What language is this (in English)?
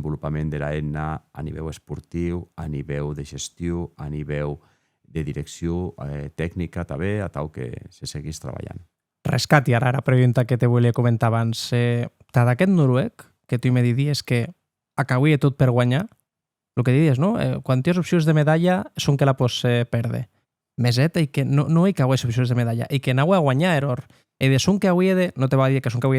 Occitan